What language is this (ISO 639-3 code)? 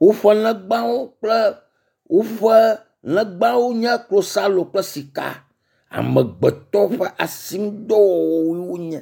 ewe